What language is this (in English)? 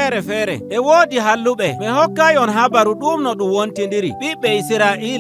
Nigerian Fulfulde